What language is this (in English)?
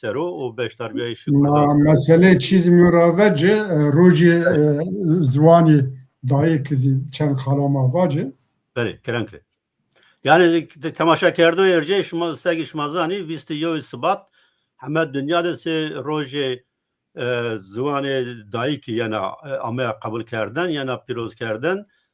Zaza